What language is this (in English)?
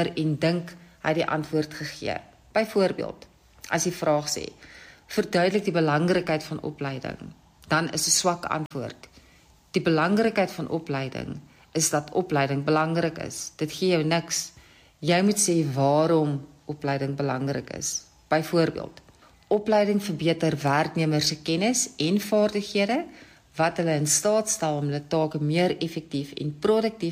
Afrikaans